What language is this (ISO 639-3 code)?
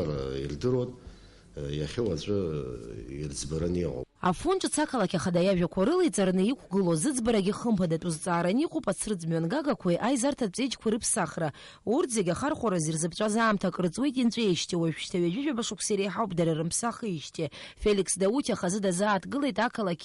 abk